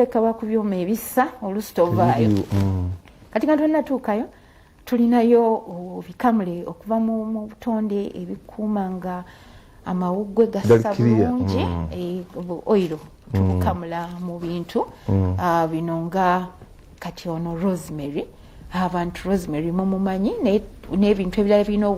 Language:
Ganda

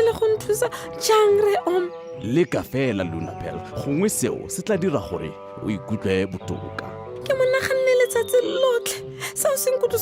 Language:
Tswana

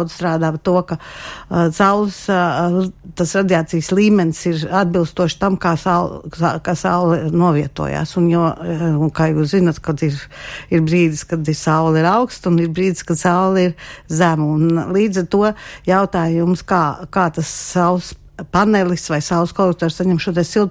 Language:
Latvian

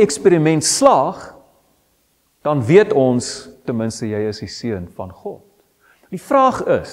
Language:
Afrikaans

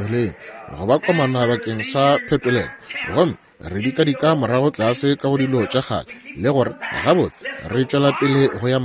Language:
Northern Sotho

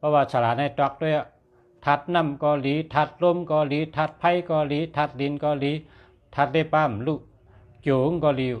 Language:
Shan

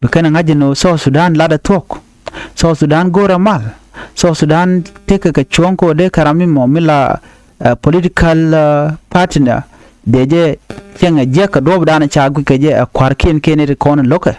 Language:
Nuer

